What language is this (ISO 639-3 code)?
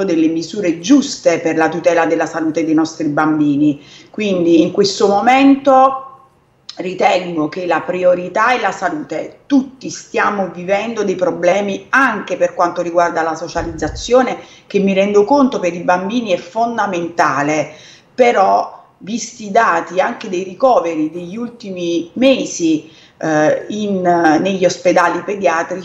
ita